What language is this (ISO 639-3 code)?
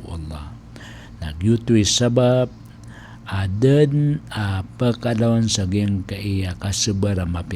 mrw